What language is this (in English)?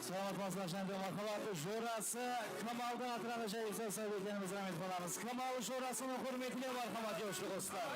Kara-Kalpak